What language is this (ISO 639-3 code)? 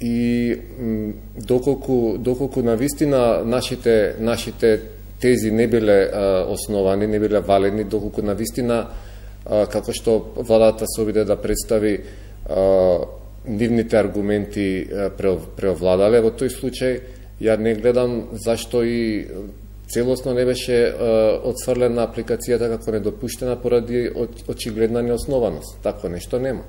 mkd